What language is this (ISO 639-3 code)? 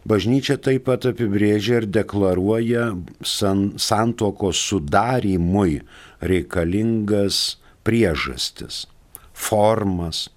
lit